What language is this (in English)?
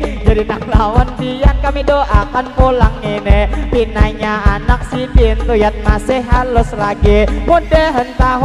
Banjar